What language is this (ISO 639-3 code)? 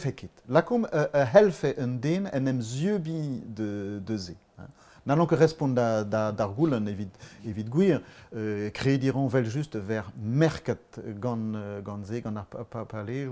bre